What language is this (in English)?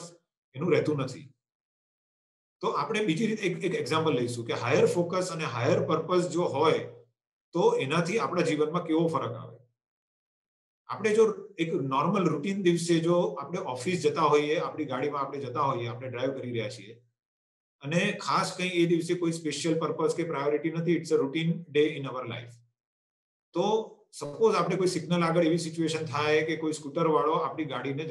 Gujarati